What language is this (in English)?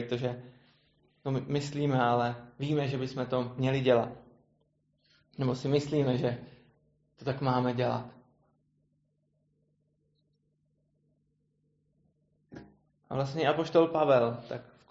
Czech